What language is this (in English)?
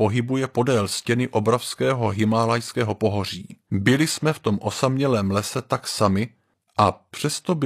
Czech